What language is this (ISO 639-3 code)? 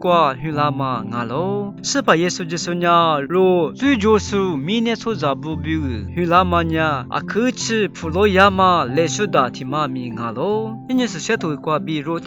lis